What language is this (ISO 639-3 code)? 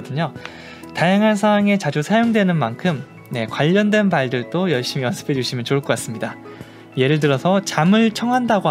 kor